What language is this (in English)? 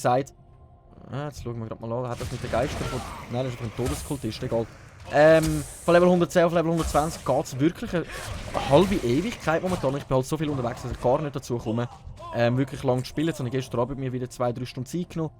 Swiss German